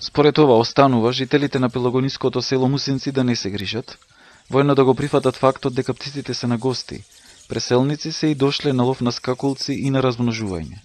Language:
Macedonian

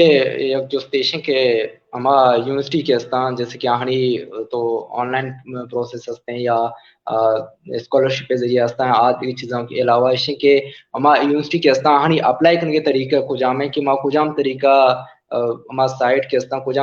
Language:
Baluchi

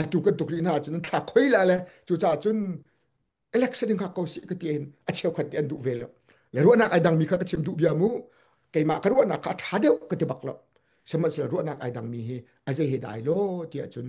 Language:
Hakha Chin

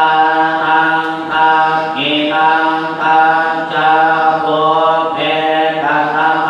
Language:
Pali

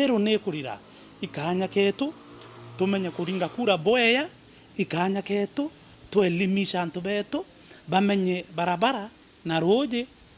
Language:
Meru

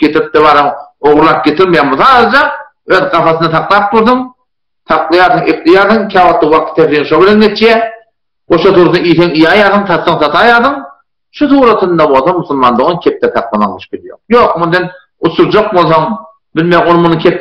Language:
Turkmen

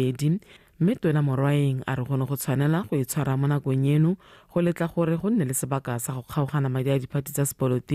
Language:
Tswana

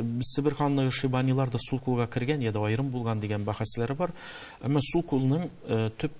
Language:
Tatar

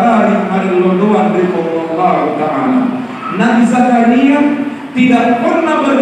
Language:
Buginese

